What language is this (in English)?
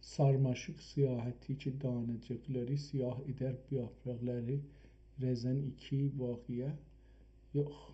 South Azerbaijani